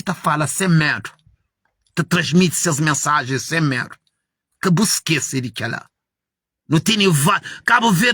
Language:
Kabuverdianu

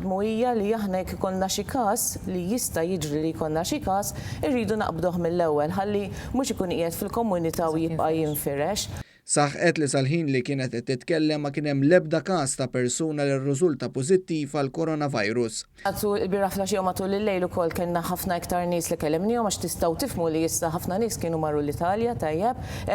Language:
Maltese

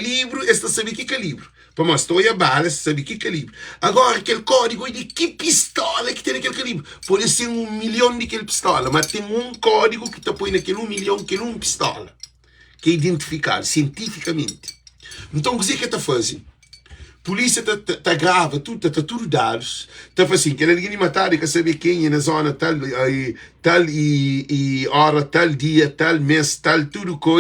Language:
Kabuverdianu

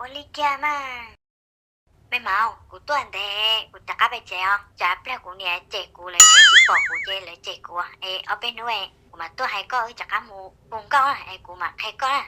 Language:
Hmong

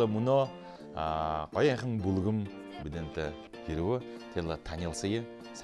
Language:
Buriat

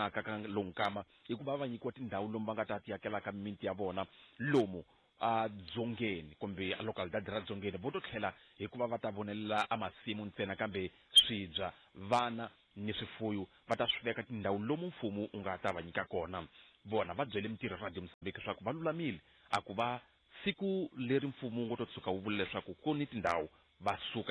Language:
Tsonga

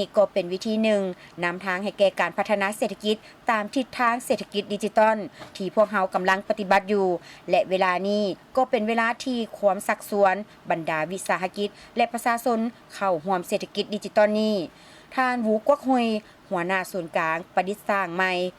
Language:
Lao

